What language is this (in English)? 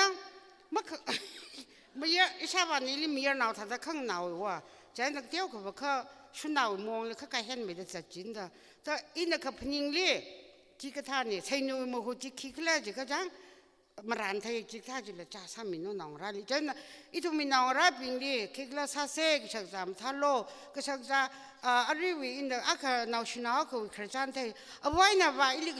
Tangkhul Naga (India)